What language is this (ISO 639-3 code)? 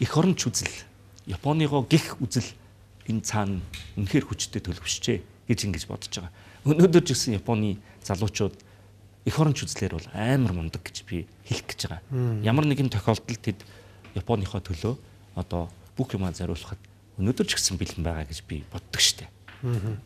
mon